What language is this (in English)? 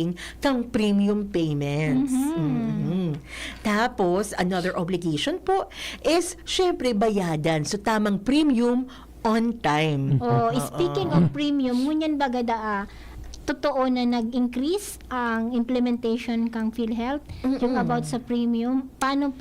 Bikol